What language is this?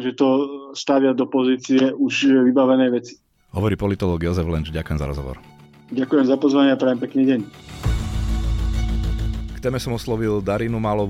Slovak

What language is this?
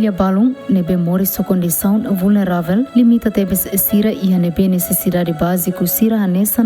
Tetum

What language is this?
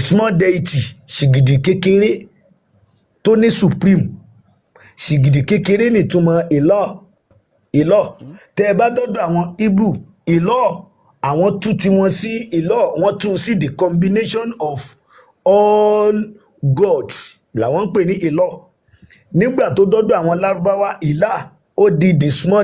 Yoruba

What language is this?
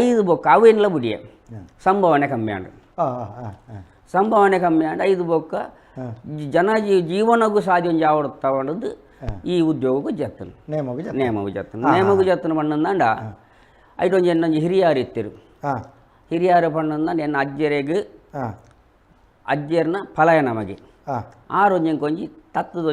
Tulu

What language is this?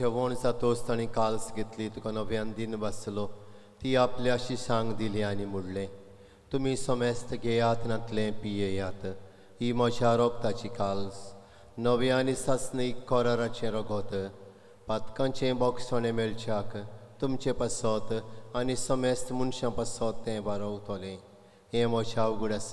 Konkani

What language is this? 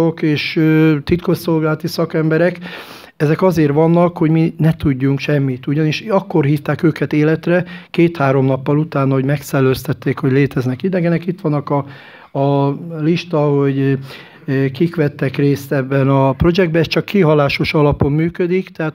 Hungarian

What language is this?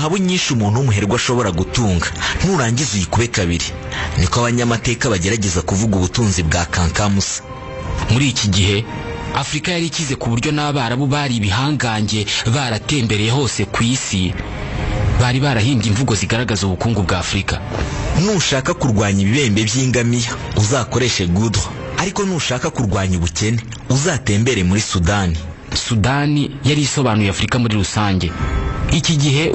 Kinyarwanda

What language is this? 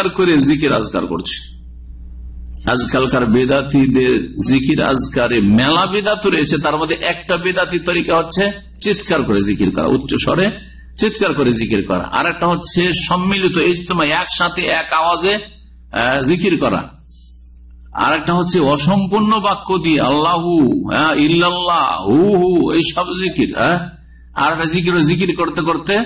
Bangla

